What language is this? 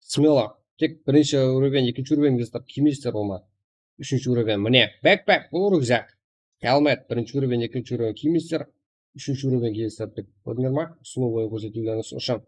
Kara-Kalpak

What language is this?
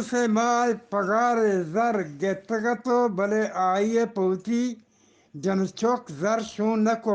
Eastern Balochi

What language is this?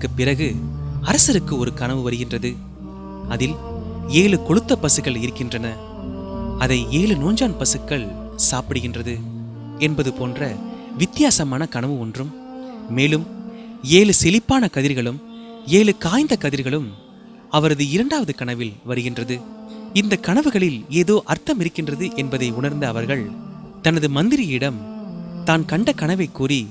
Tamil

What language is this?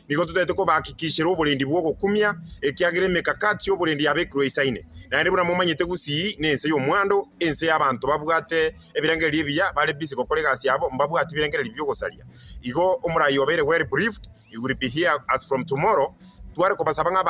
Gusii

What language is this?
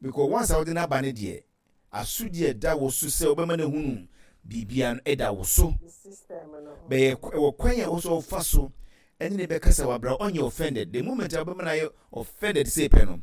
Akan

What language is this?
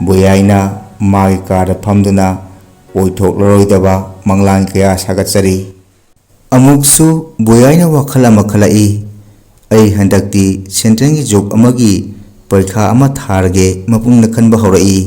Manipuri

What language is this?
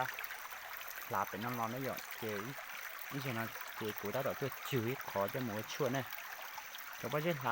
Hmong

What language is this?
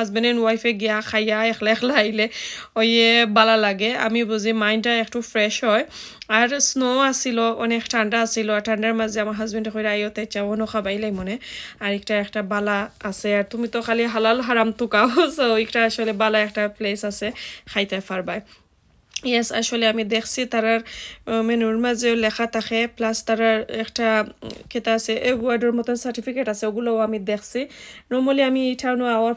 Sylheti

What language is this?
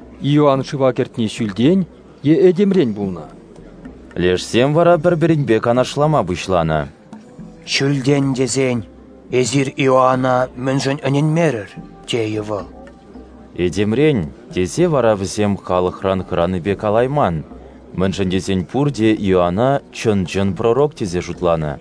Chuvash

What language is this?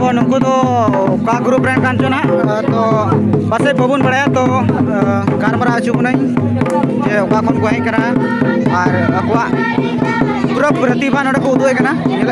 Santali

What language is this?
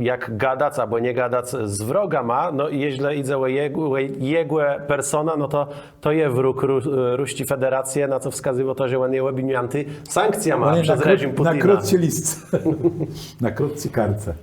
Kashubian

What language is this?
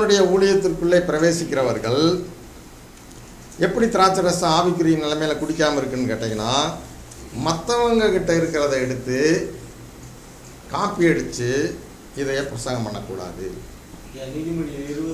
Tamil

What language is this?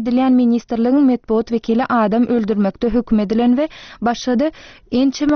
Turkmen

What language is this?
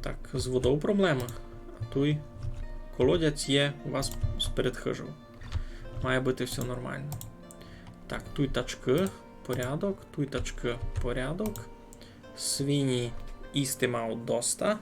Rusyn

